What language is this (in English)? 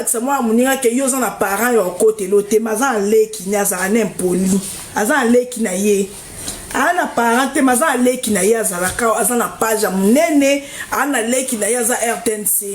Lingala